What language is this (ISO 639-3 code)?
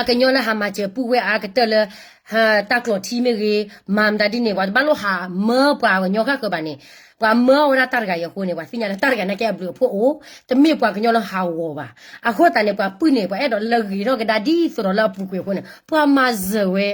ksw